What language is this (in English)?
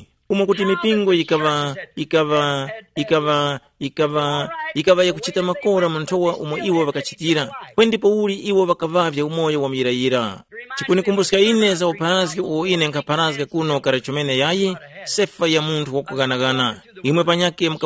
Tumbuka